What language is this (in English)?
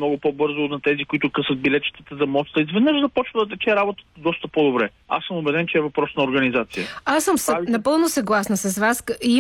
Bulgarian